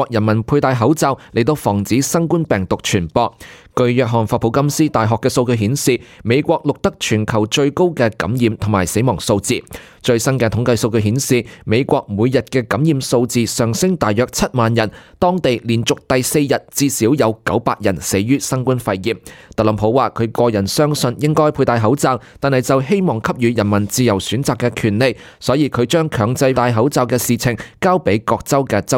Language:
Cantonese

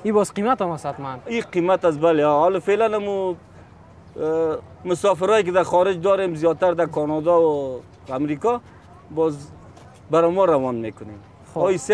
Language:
Persian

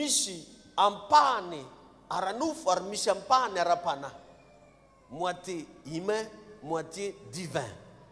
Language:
Malagasy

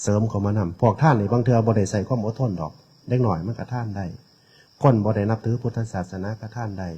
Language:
Northeastern Thai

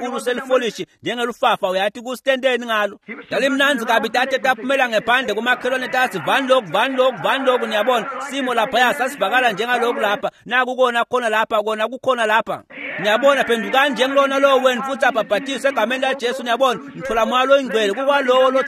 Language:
Swati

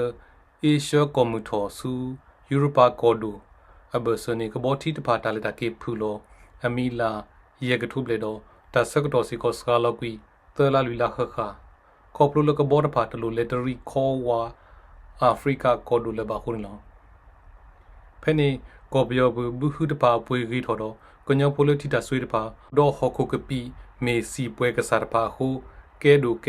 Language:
S'gaw Karen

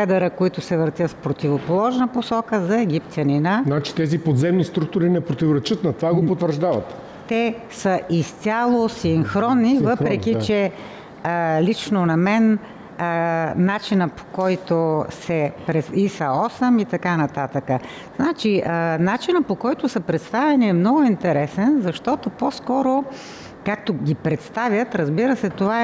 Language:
Bulgarian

